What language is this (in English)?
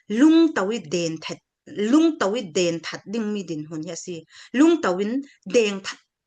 Falam Chin